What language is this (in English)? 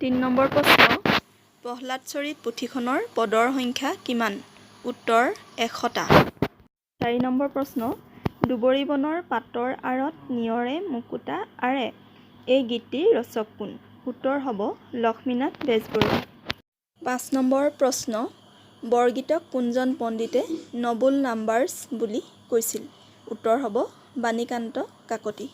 Assamese